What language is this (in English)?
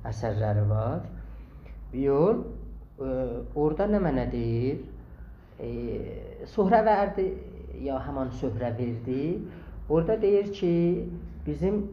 South Azerbaijani